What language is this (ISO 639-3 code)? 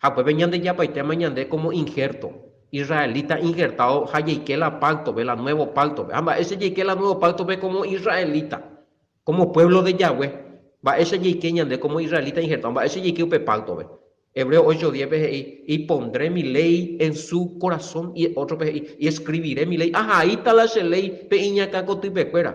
grn